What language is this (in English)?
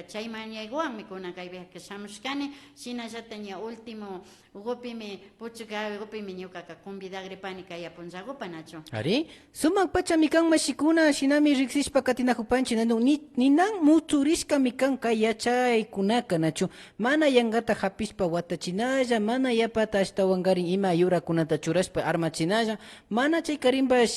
Imbabura Highland Quichua